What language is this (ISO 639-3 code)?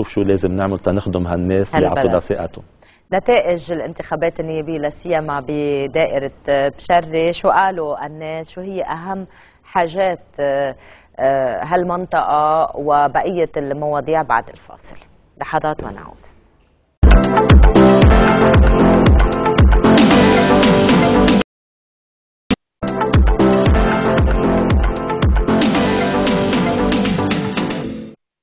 apc